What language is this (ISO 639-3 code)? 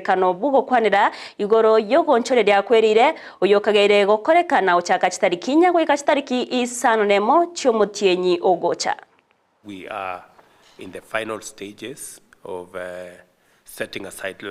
guz